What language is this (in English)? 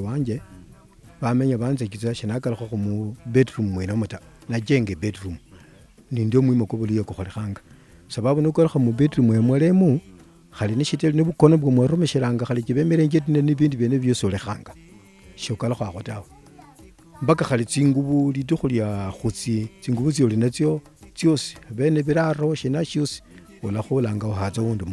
Luyia